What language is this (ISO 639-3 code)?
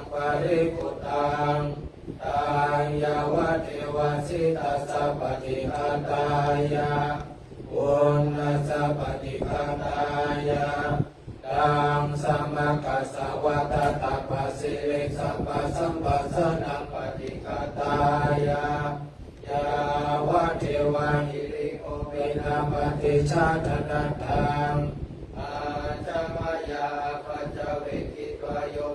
pli